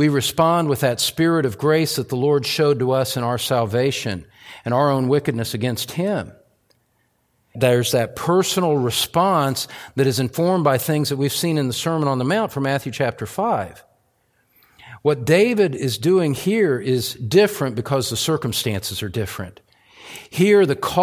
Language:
English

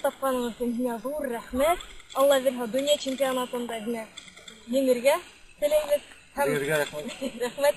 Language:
Bashkir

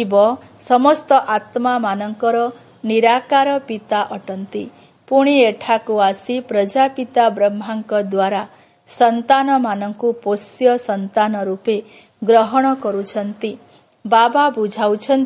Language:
Odia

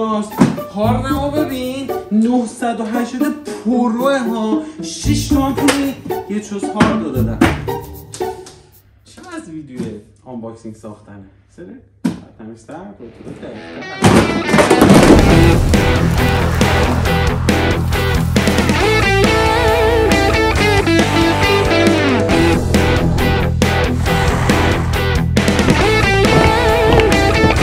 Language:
Persian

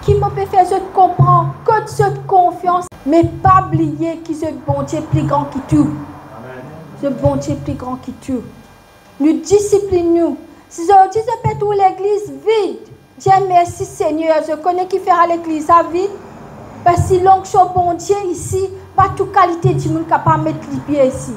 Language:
Morisyen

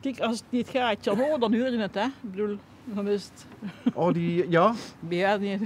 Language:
Limburgish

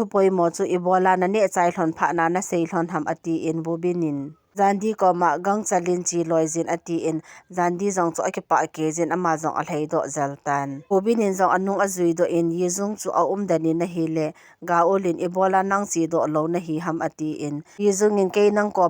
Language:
Thado Chin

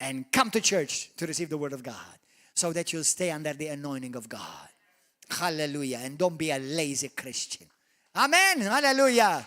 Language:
English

